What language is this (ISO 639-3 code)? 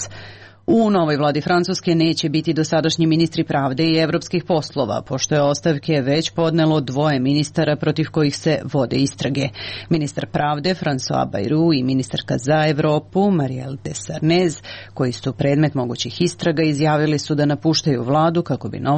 srp